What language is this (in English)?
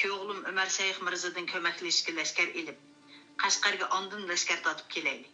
Uyghur